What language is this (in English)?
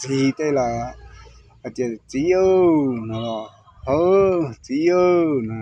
Hmong